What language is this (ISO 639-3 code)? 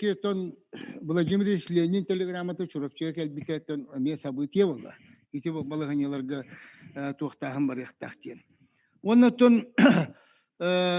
sah